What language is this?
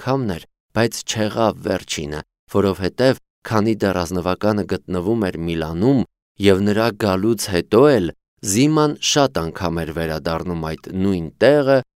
Armenian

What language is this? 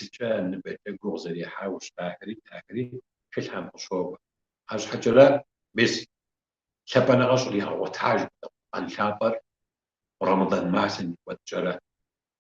Kabardian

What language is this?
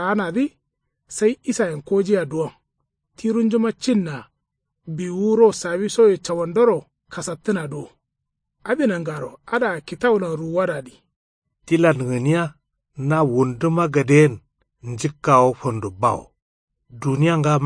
Kanuri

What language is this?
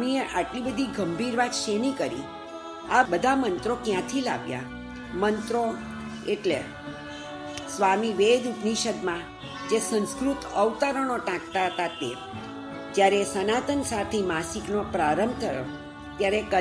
Gujarati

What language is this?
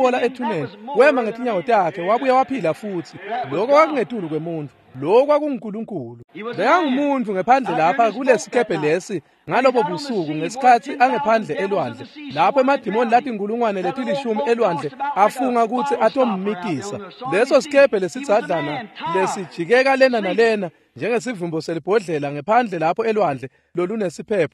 Swati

